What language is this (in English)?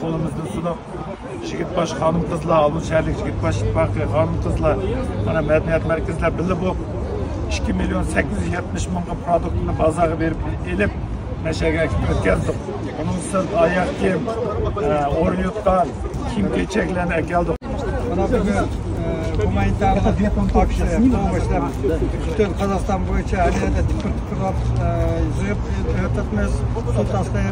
Uyghur